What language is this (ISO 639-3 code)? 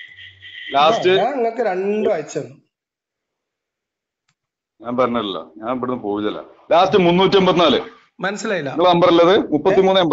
mal